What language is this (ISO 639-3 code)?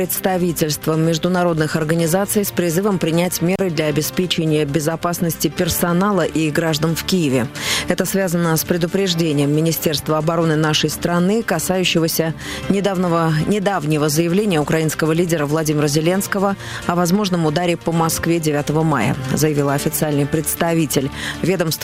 rus